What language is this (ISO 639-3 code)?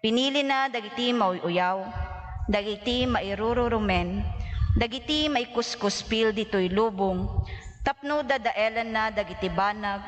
ilo